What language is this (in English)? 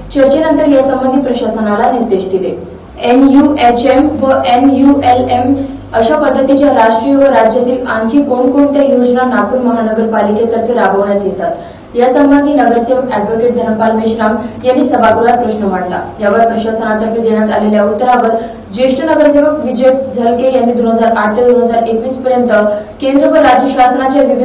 Marathi